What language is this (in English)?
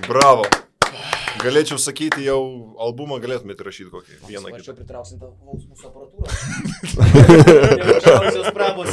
Lithuanian